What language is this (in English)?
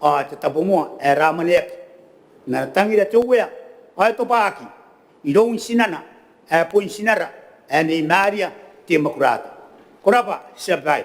Gilbertese